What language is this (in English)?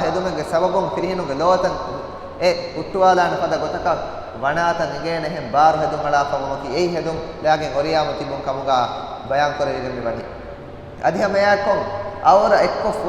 Divehi